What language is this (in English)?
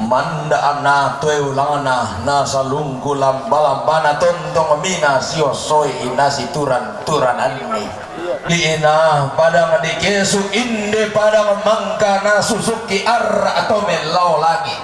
Toraja-Sa'dan